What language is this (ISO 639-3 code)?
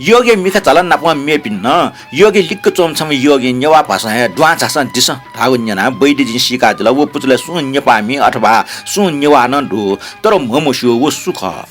new